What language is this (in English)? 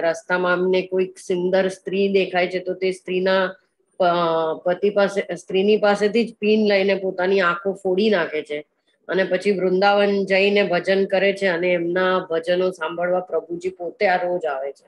Gujarati